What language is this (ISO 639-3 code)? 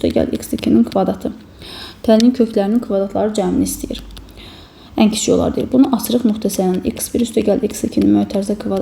aze